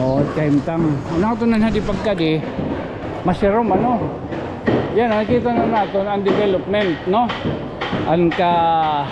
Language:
Waray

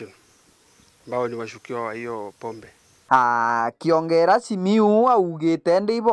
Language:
Meru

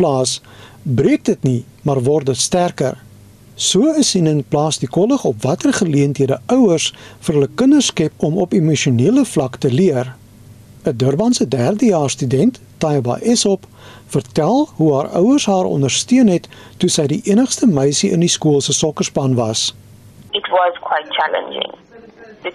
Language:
Afrikaans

